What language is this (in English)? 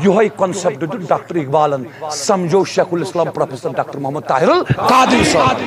Kashmiri